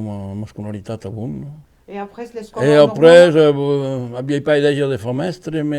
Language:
Occitan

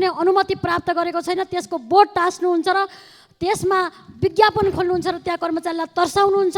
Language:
Nepali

